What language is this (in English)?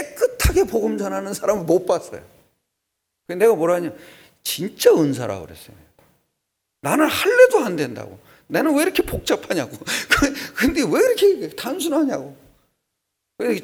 Korean